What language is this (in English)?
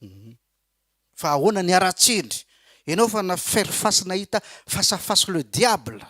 Malagasy